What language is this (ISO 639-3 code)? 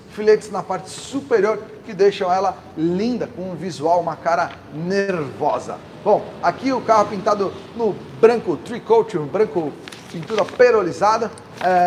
por